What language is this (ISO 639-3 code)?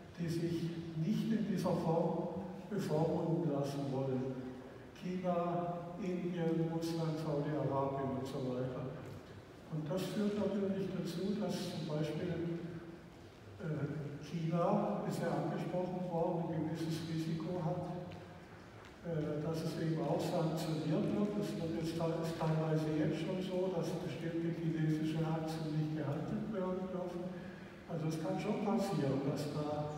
deu